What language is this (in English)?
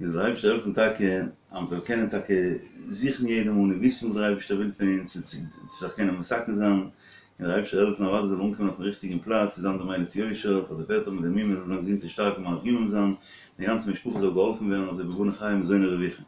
Yiddish